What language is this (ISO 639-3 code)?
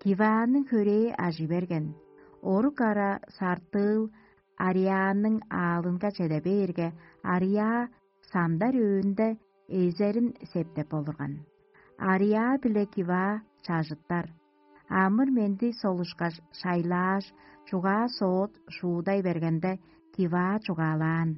tyv